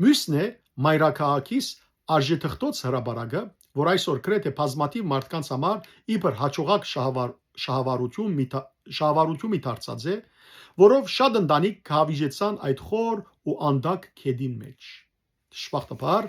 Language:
Western Armenian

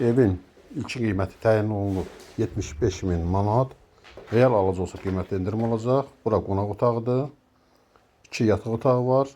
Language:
Azerbaijani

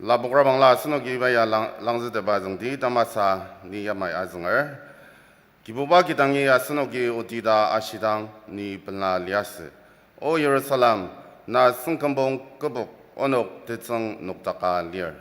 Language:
Ao Naga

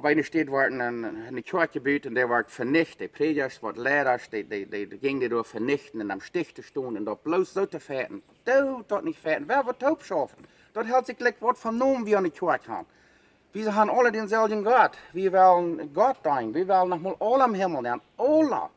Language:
Plautdietsch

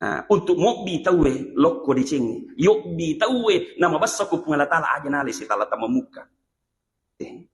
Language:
Buginese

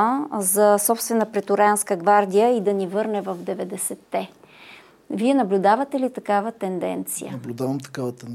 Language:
Bulgarian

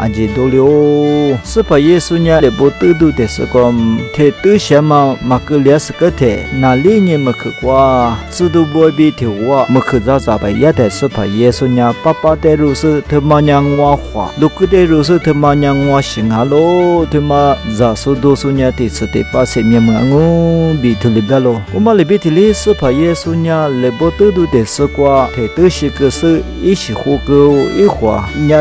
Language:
Lisu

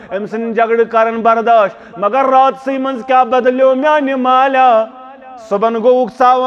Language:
Kashmiri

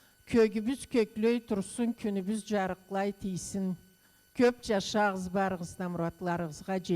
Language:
Karachay-Balkar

